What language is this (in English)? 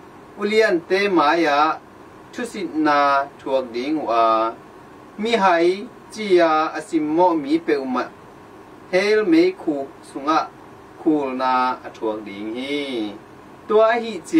Tedim Chin